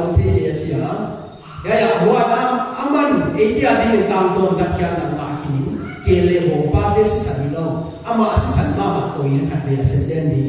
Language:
Paite Chin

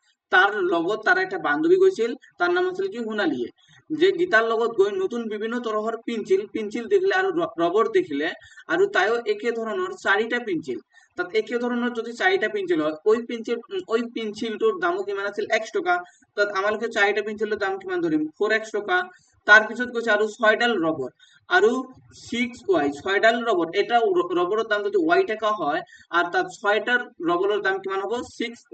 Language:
Assamese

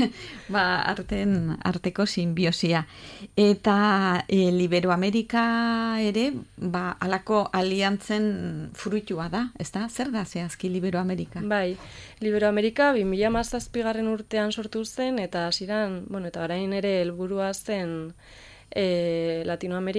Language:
Basque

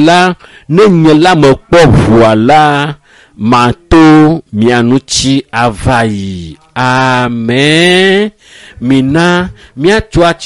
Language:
Ewe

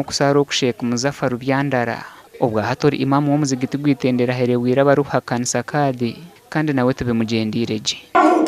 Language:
Nyankole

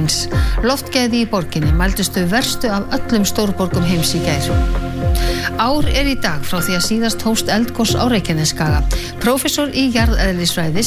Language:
Icelandic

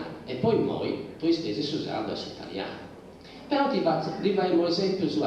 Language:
Sardinian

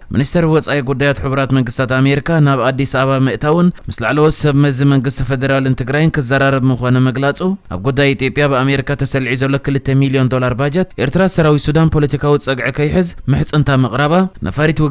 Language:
Tigrinya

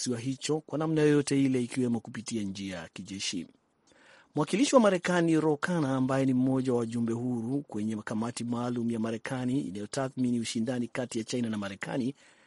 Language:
Swahili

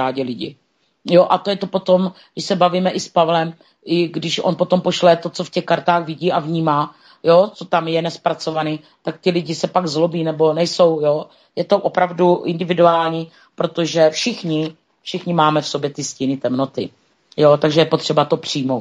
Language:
Czech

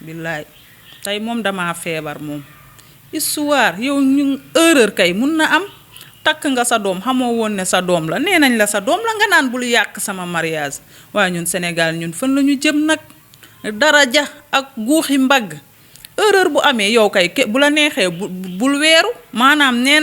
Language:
Wolof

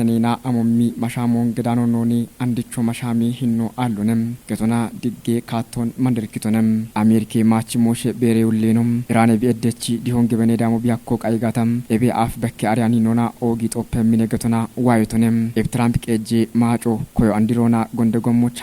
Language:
Kafa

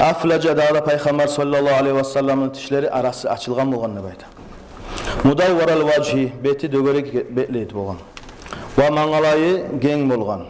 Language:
Kumyk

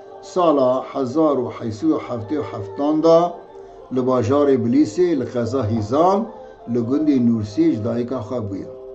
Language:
Kurdish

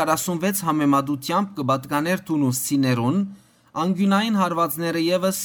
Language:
Western Armenian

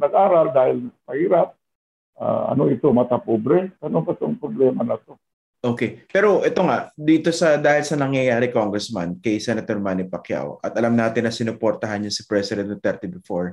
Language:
Filipino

